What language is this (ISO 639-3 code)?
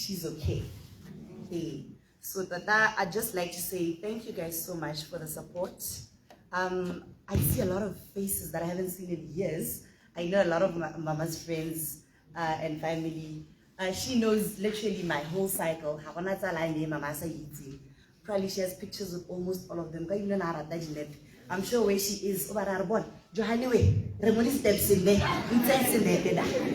tsn